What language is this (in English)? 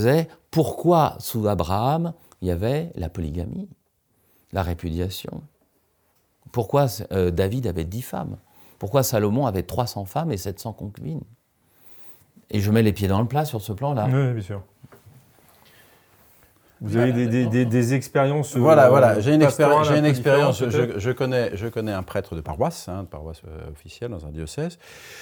French